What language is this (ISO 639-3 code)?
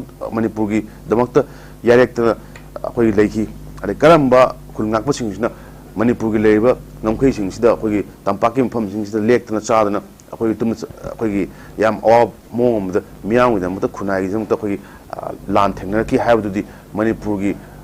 mni